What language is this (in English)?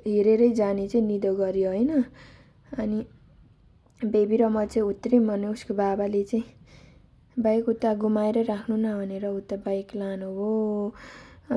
Nepali